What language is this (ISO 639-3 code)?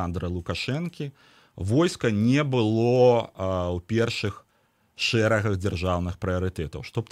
bel